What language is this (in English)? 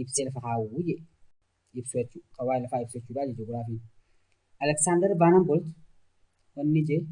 Oromo